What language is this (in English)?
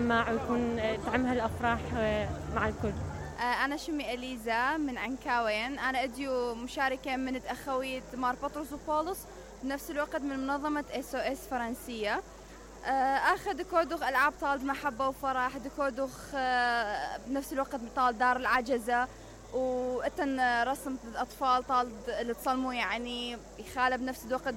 Mesopotamian Arabic